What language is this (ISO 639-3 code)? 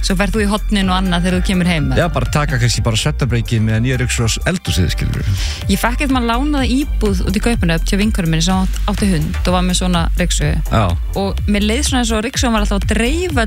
isl